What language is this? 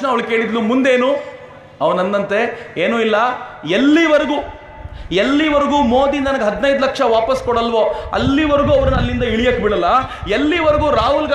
Kannada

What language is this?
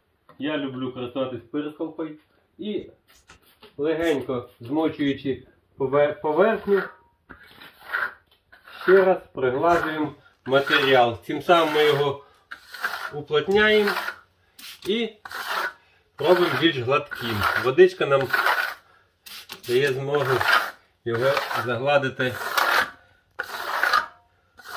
Ukrainian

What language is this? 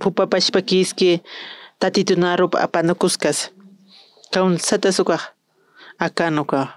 Aymara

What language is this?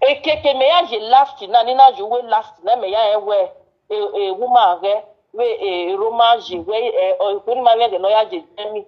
Nigerian Pidgin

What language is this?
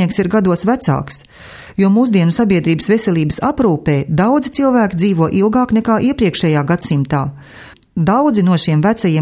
Latvian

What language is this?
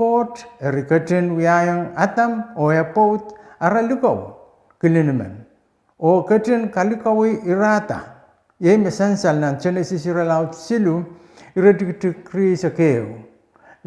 Pohnpeian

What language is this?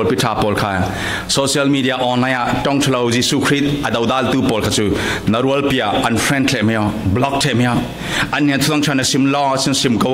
Falam Chin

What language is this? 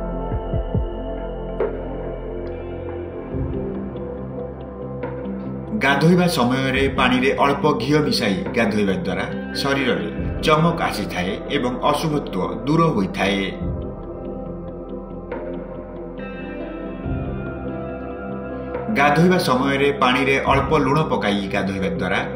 Odia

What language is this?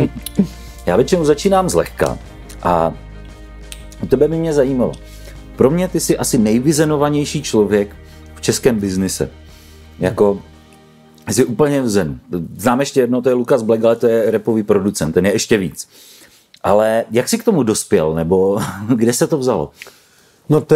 Czech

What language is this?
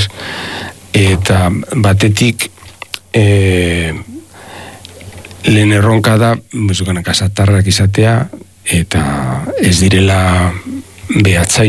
Basque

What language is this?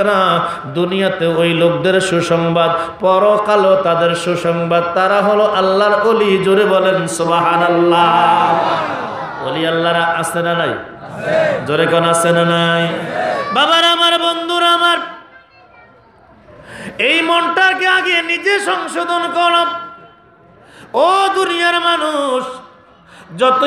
Bangla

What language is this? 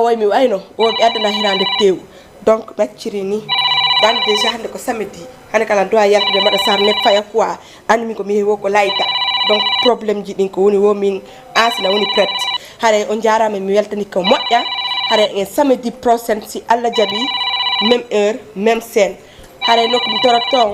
Fula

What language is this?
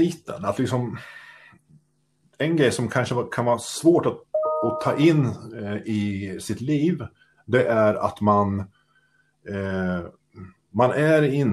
Swedish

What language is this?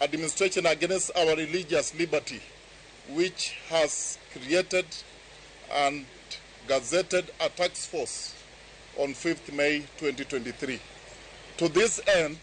Luo (Kenya and Tanzania)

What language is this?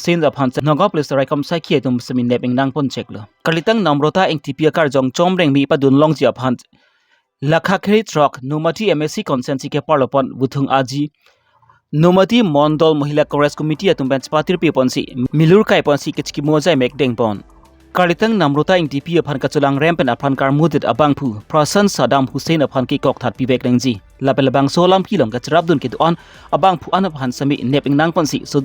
Karbi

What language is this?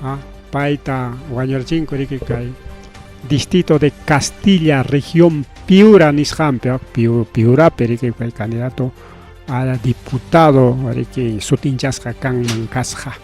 Ayacucho Quechua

